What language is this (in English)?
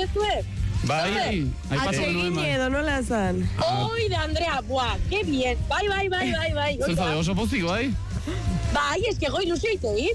Basque